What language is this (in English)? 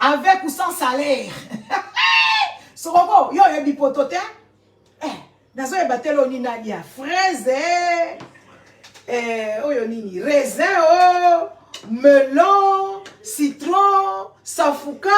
Lingala